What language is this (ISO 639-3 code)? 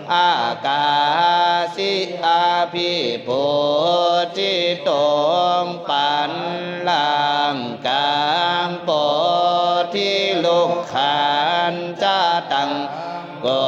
pli